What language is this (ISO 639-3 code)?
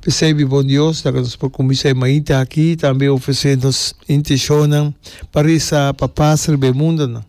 pap